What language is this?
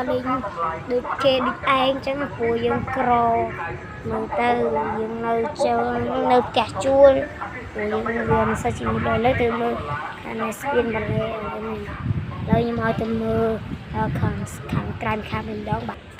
Khmer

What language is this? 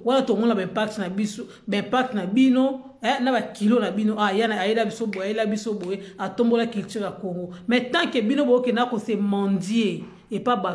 Lingala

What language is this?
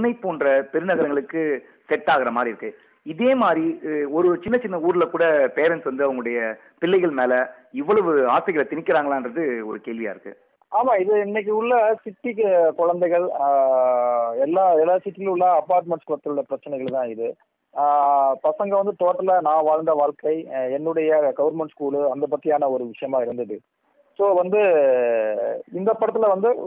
Tamil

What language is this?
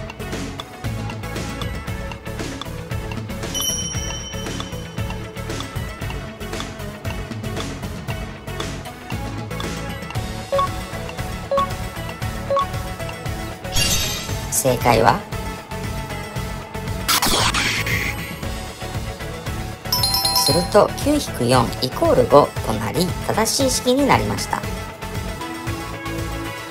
Japanese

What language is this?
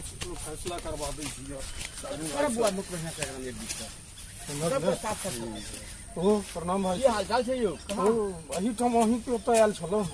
Maithili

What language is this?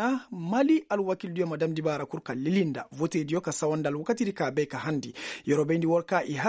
Koyraboro Senni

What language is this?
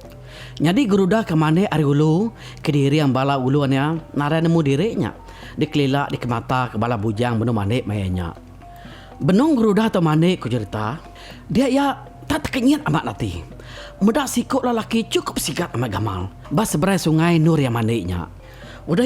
Iban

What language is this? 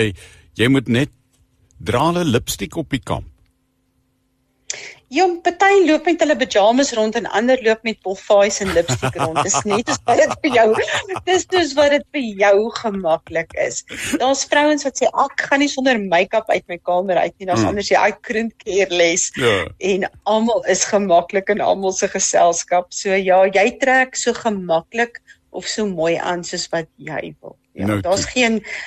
Afrikaans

